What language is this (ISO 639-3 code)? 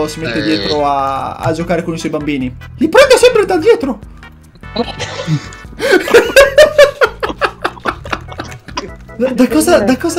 ita